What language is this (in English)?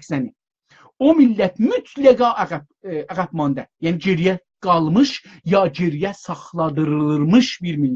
South Azerbaijani